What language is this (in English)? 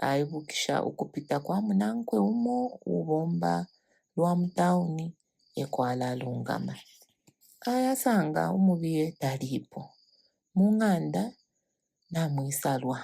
Bemba